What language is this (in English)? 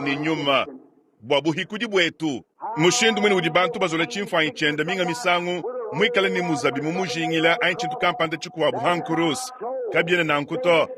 Luba-Lulua